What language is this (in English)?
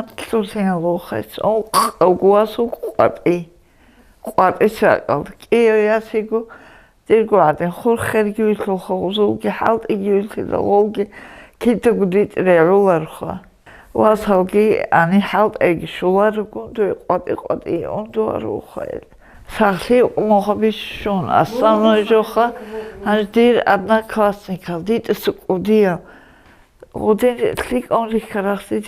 Avaric